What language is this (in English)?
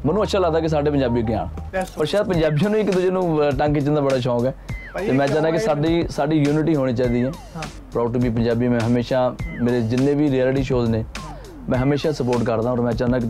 Punjabi